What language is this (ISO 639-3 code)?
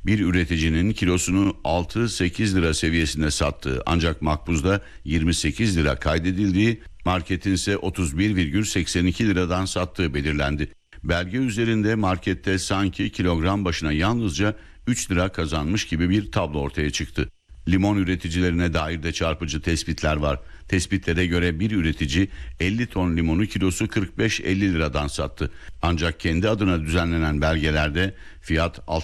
tur